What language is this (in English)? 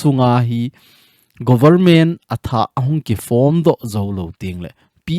Thado Chin